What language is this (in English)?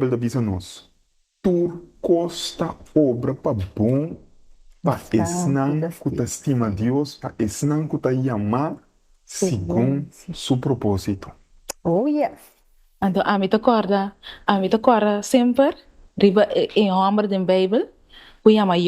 Papiamento